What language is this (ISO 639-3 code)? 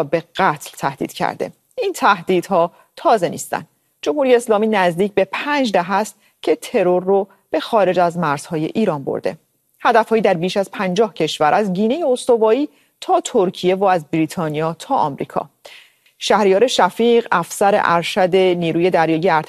fas